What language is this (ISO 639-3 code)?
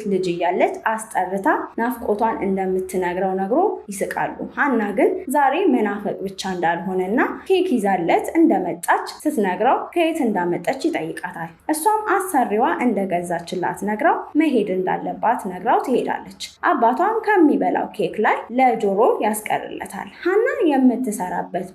amh